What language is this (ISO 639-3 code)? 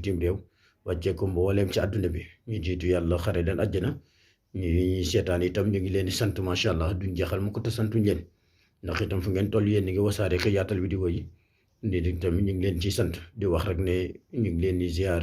wol